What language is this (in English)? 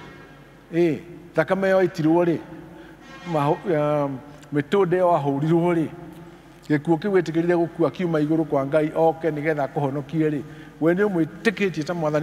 Kikuyu